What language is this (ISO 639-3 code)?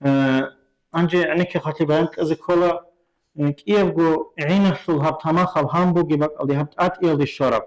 ava